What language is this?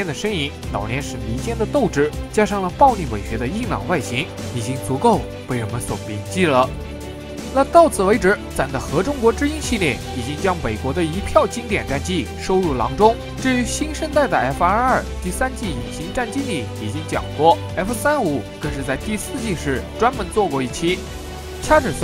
Chinese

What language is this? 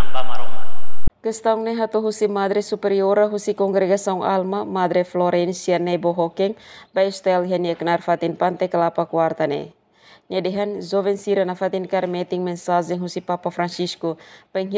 Tetum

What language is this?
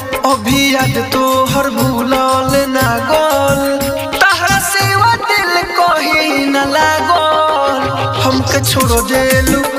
Bhojpuri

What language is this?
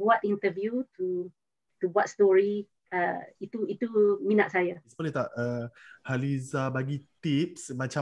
Malay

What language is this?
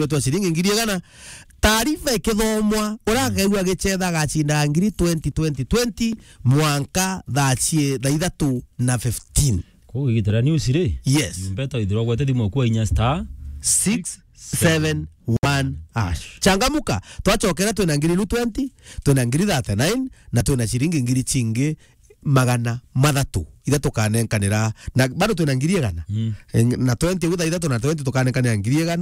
Meru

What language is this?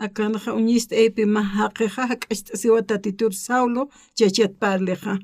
Aymara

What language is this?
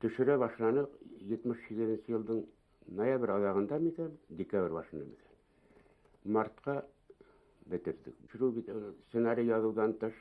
Bashkir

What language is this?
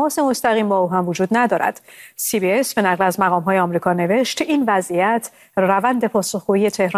Persian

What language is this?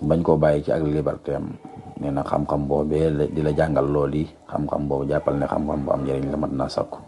Wolof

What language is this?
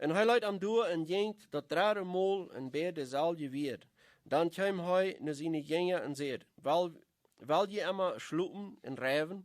Plautdietsch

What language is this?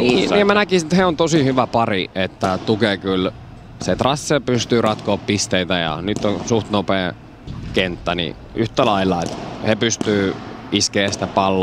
Finnish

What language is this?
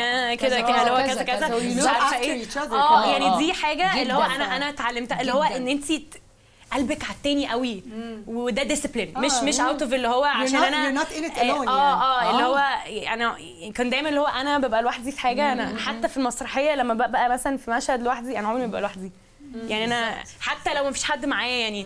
Egyptian Arabic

